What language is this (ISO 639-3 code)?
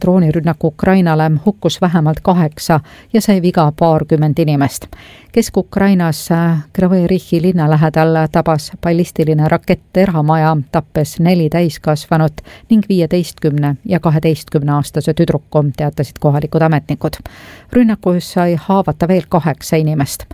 est